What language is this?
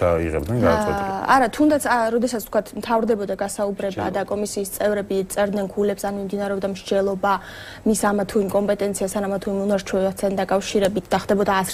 Georgian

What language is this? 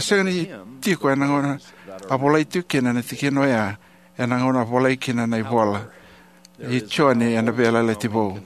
Fijian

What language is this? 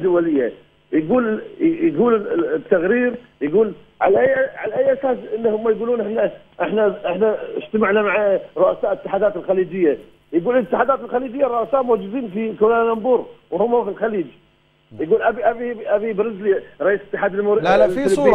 Gulf Arabic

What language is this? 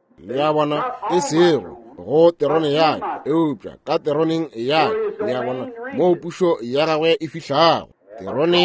Northern Sotho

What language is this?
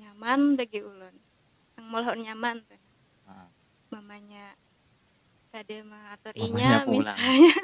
Banjar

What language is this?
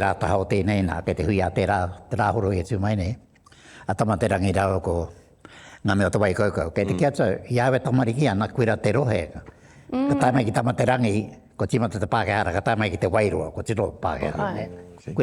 Māori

